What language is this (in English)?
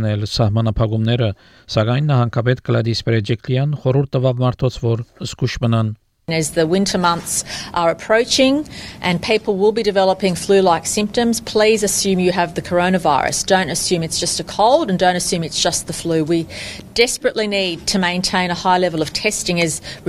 Armenian